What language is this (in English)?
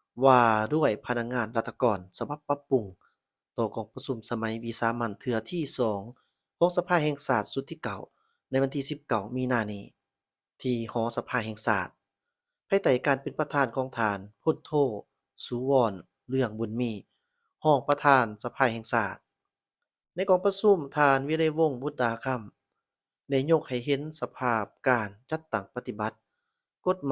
Lao